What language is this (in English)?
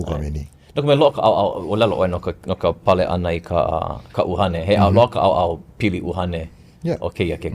Hawaiian